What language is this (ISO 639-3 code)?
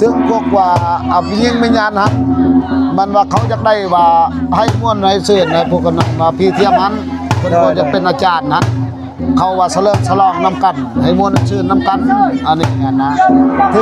lao